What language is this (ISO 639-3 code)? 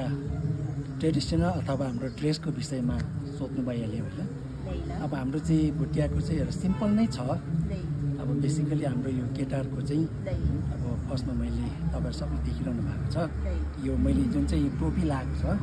nep